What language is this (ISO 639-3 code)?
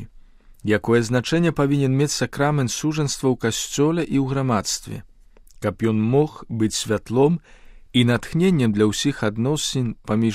bel